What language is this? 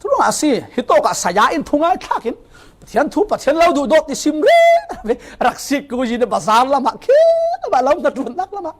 Falam Chin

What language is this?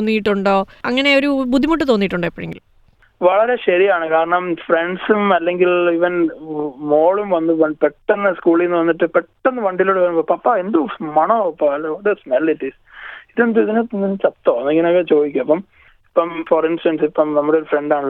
Malayalam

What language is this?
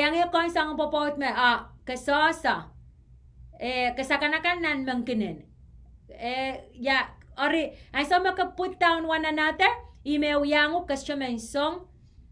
Pohnpeian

